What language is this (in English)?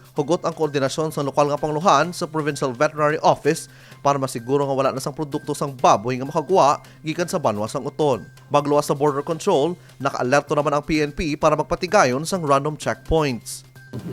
Hiligaynon